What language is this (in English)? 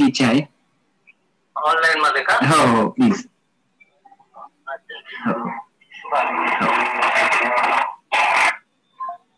Marathi